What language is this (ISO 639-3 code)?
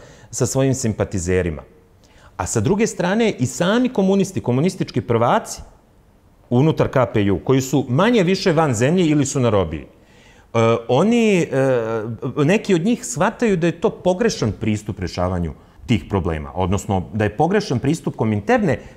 srp